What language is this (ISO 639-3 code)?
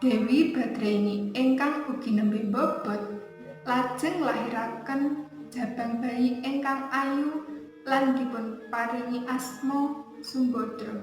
jav